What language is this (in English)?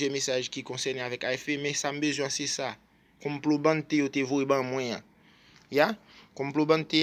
Haitian Creole